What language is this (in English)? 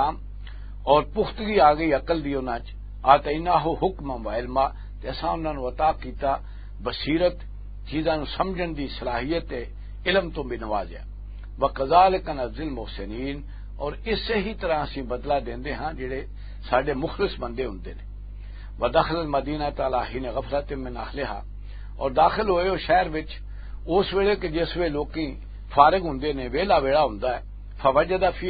Western Panjabi